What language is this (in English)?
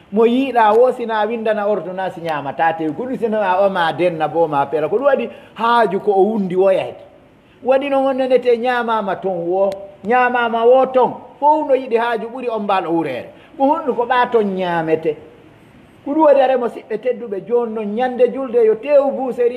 Pular